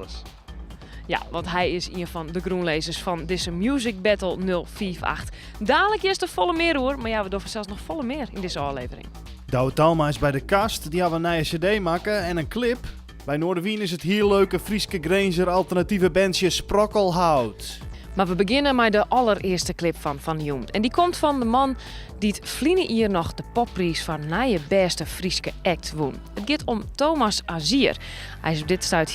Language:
Western Frisian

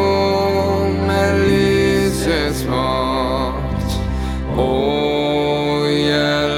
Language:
Norwegian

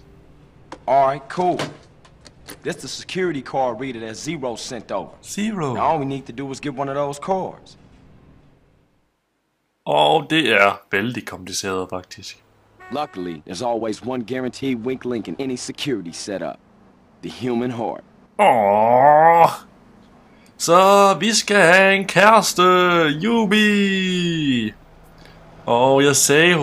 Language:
Danish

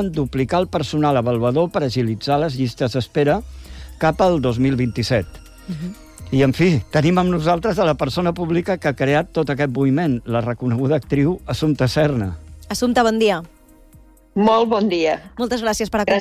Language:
Catalan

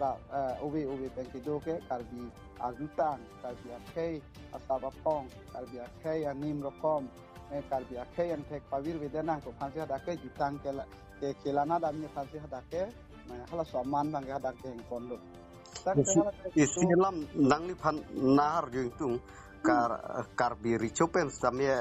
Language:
Karbi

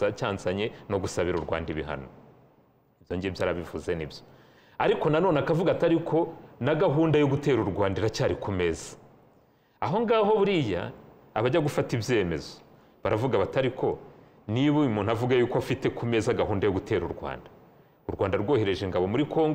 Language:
Kinyarwanda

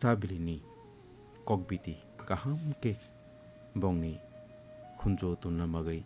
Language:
Kok Borok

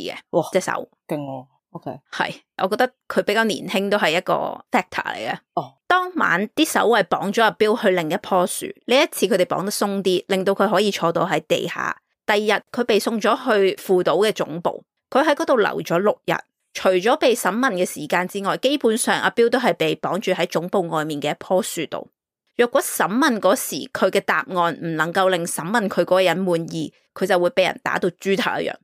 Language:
Cantonese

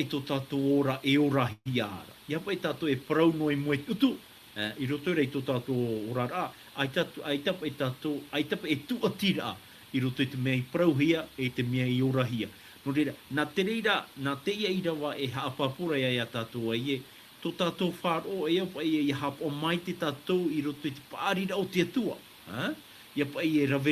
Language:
Tahitian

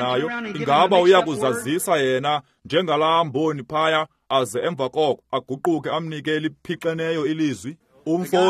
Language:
Xhosa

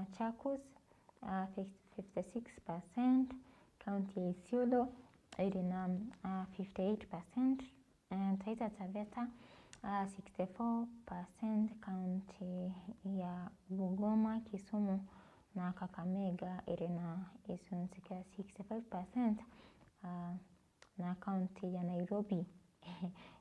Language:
Meru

